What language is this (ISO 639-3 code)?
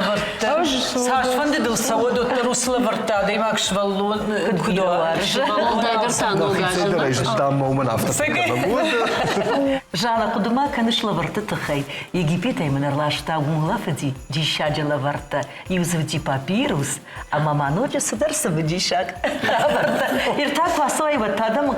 oss